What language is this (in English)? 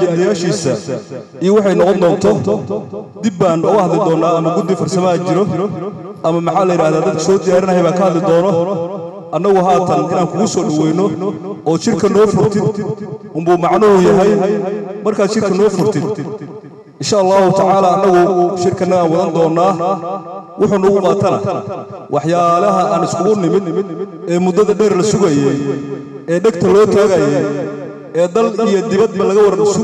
Somali